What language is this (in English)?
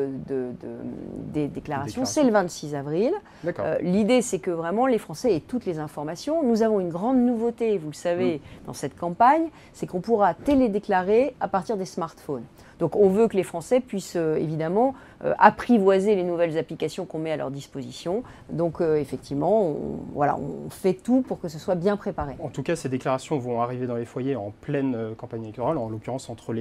French